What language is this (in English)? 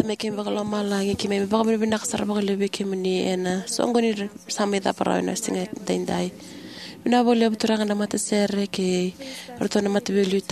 Fijian